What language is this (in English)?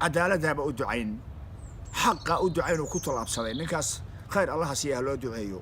Somali